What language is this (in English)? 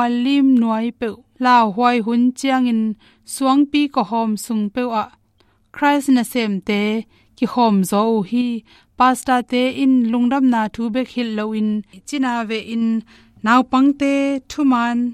Tedim Chin